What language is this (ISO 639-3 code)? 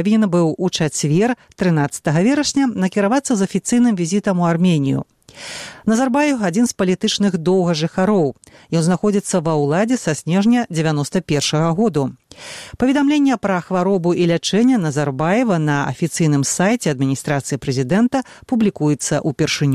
bel